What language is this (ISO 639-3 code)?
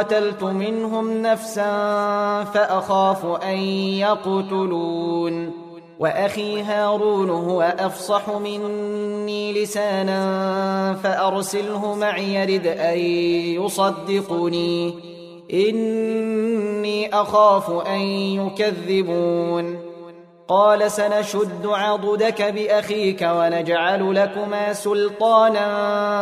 ara